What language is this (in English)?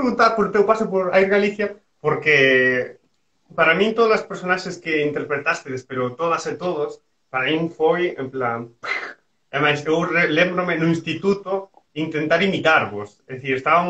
Galician